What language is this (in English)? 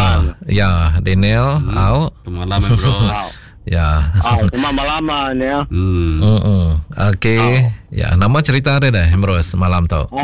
Iban